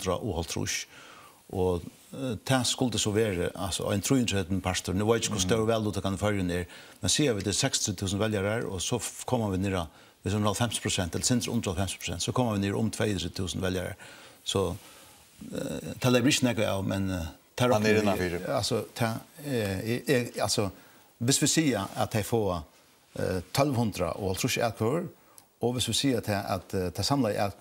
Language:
Faroese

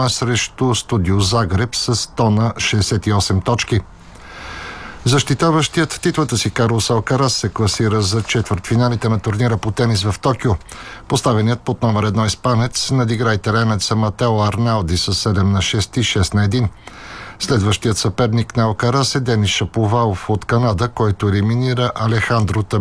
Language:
Bulgarian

